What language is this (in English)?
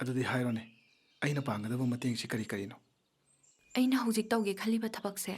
Manipuri